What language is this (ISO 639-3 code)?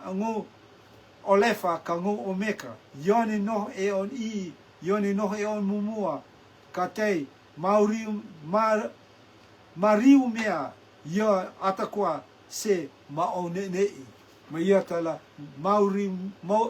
rtm